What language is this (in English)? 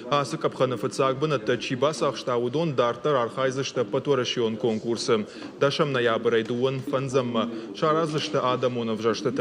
Ossetic